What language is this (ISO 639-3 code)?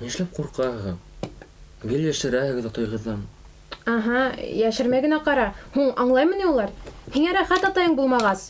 bak